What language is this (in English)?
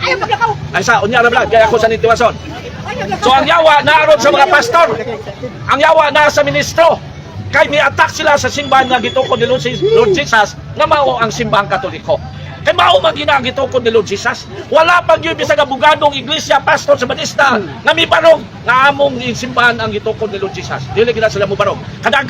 Cebuano